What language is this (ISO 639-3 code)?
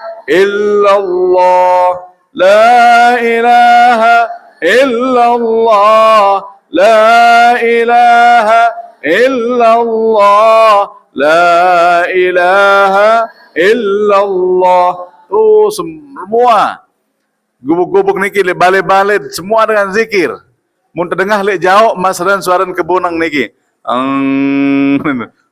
sas